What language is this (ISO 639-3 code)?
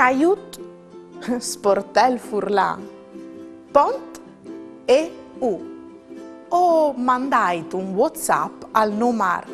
fur